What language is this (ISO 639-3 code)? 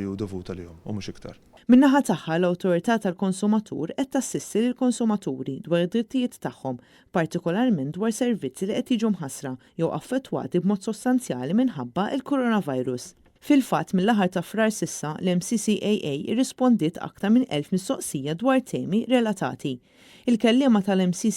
mlt